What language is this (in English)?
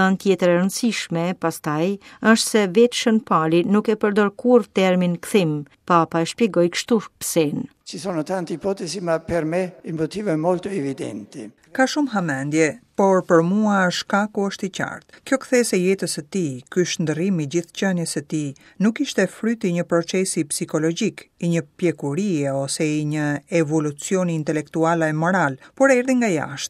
Albanian